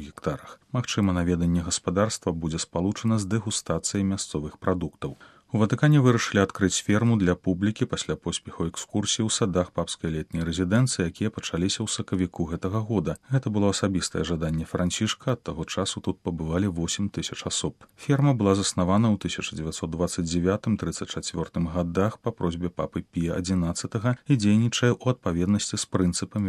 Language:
Belarusian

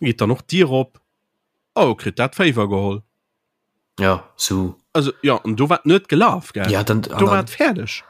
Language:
Luxembourgish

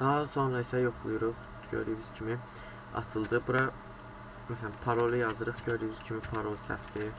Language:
Azerbaijani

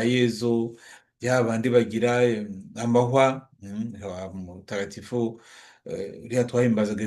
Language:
Kinyarwanda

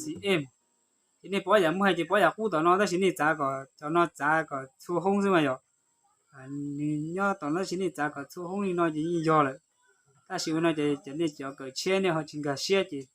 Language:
Hmong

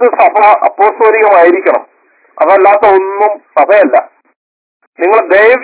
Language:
Malayalam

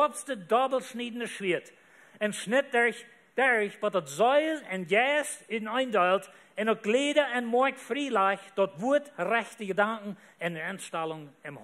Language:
Plautdietsch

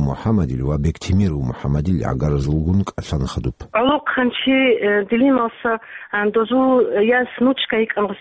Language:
Avaric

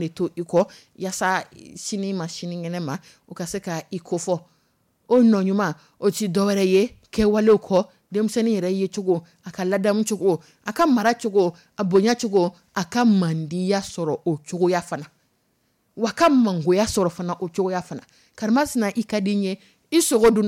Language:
Dyula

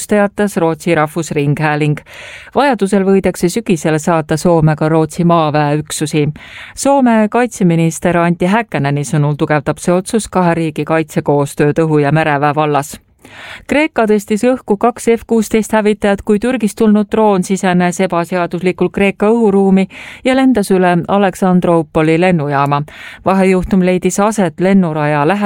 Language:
Estonian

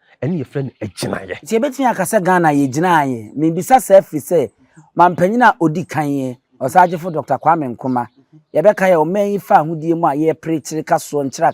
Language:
Akan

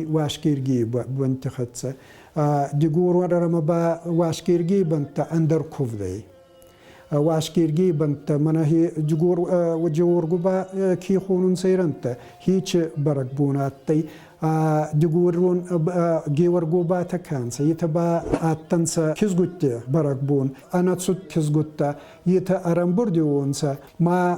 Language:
Ossetic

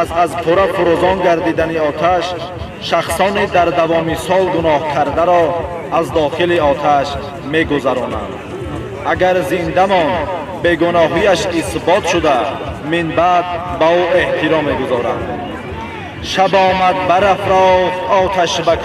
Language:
Tajik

